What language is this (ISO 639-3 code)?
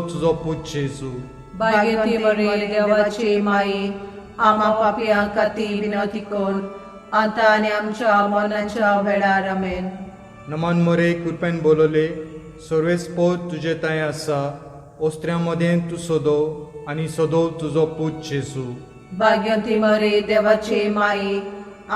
kok